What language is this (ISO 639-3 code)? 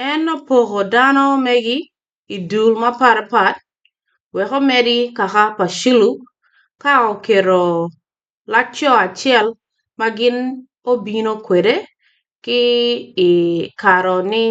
ach